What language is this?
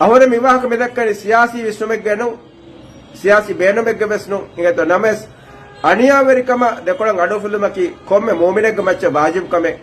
Divehi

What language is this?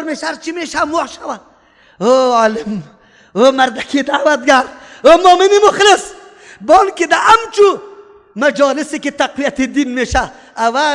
Persian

